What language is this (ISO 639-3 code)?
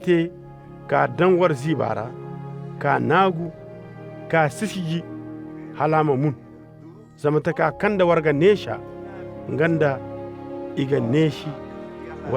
ses